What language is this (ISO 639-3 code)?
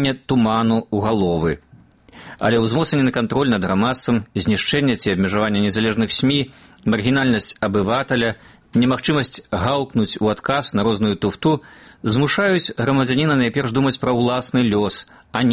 bel